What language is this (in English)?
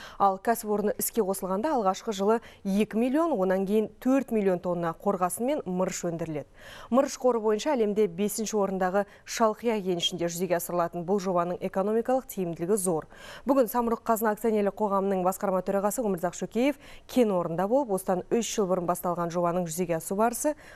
Kazakh